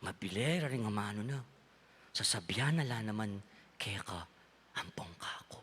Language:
Pampanga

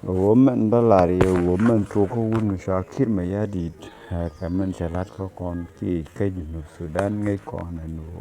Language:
Nuer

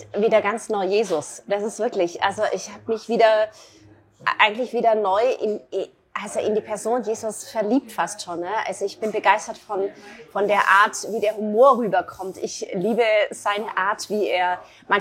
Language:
Swiss German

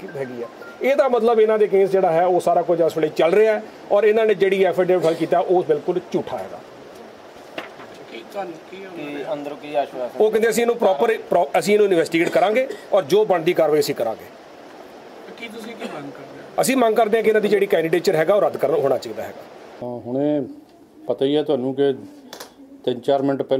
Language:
Punjabi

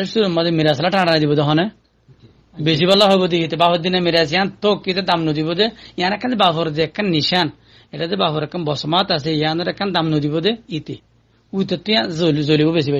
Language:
Rohingya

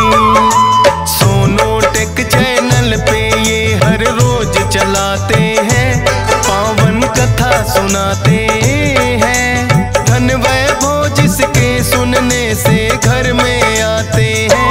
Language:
Hindi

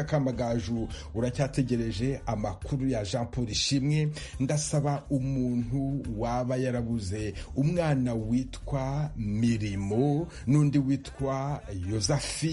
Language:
Kinyarwanda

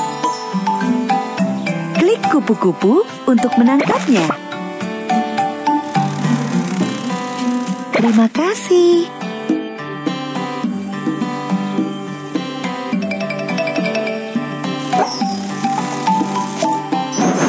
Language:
Indonesian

